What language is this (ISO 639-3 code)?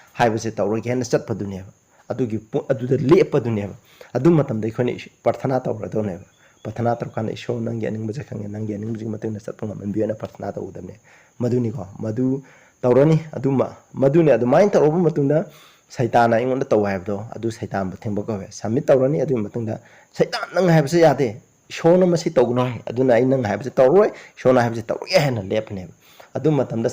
mni